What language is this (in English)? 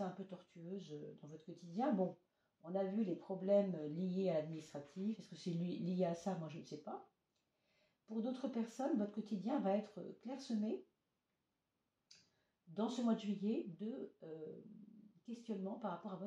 French